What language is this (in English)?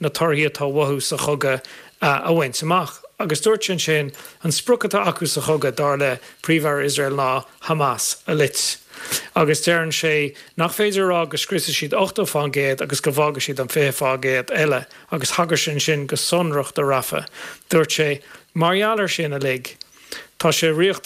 Irish